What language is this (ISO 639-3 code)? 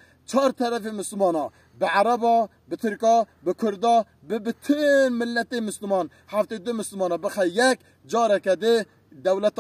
kur